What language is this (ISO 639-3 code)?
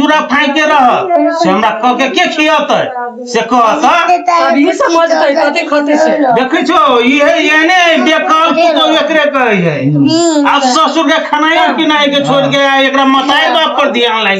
mai